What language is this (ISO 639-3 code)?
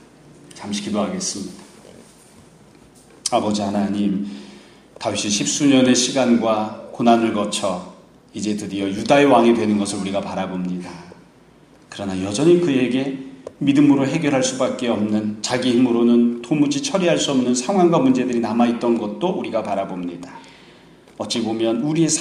kor